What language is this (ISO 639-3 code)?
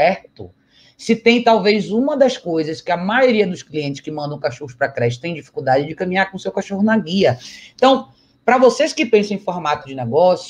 por